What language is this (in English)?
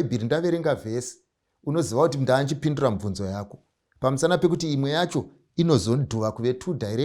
Shona